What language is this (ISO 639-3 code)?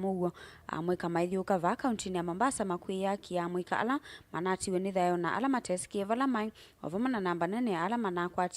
kam